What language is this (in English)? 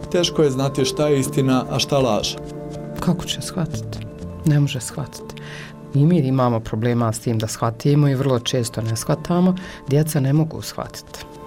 Bosnian